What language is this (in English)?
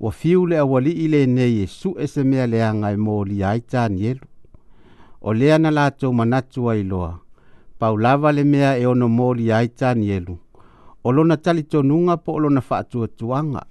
Samoan